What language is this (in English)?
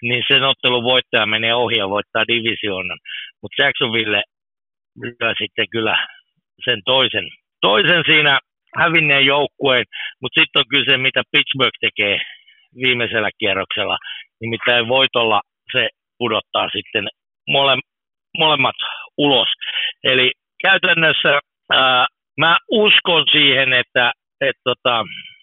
Finnish